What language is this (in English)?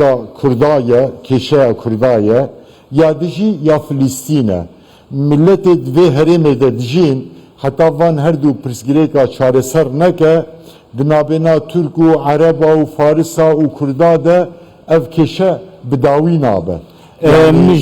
Kurdish